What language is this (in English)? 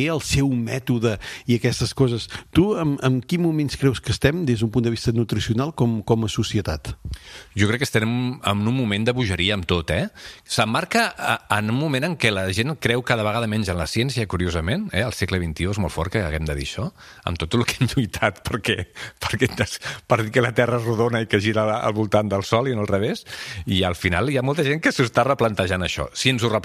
Catalan